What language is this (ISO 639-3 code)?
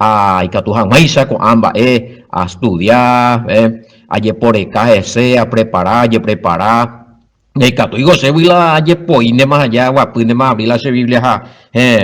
grn